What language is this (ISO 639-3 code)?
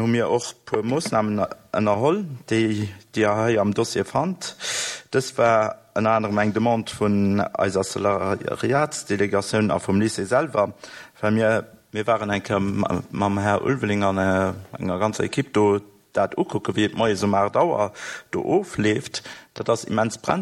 ltz